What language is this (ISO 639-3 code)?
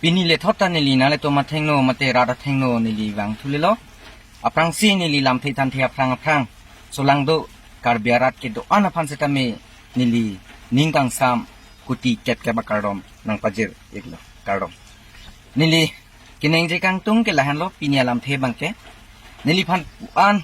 mjw